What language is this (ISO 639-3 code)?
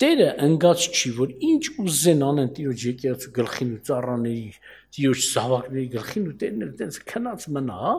hye